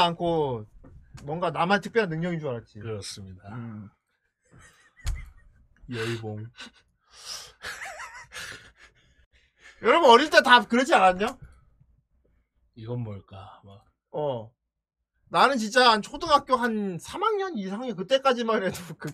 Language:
Korean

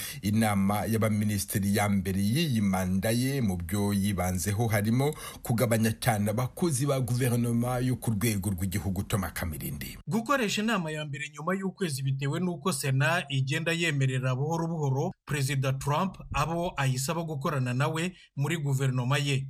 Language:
Kinyarwanda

